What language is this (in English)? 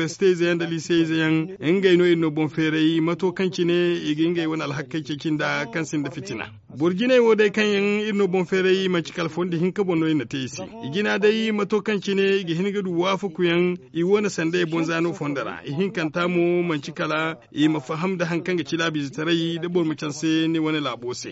Zarma